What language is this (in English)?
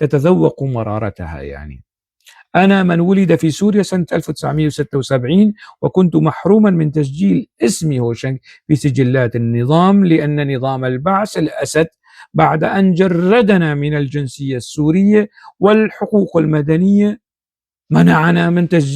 North Levantine Arabic